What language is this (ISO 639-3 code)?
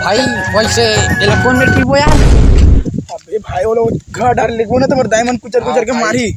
hne